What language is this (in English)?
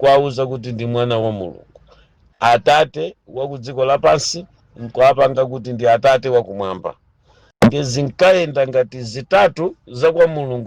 Nyanja